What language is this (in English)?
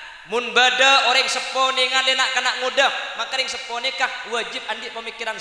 Madurese